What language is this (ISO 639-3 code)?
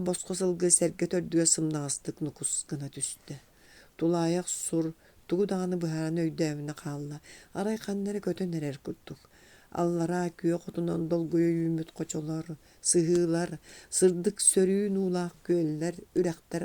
sah